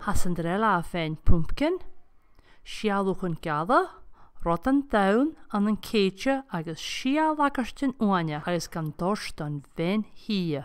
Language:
Scottish Gaelic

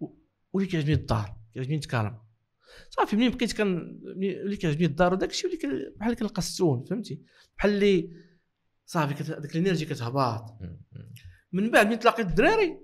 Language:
Moroccan Arabic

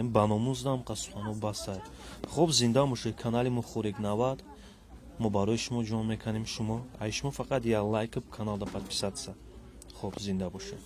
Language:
Tajik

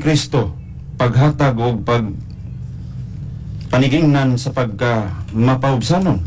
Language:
Cebuano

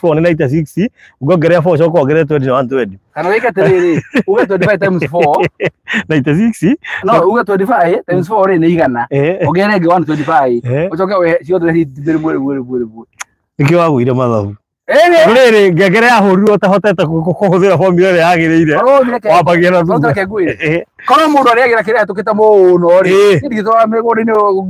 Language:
Kikuyu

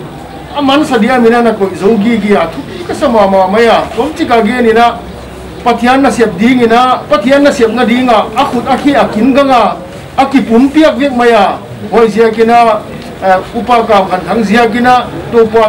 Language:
Paite Chin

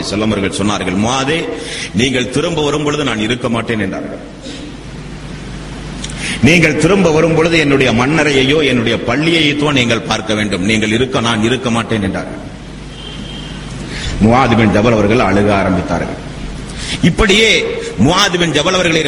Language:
Tamil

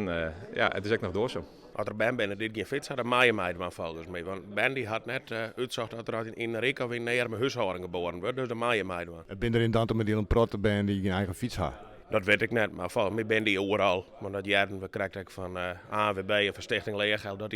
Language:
Western Frisian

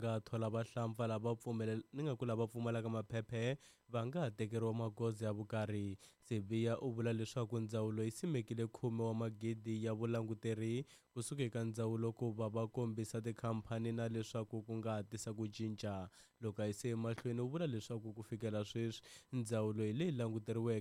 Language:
Tsonga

